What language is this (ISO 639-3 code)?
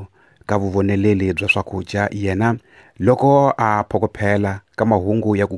tso